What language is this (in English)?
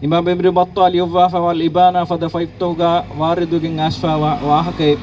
Divehi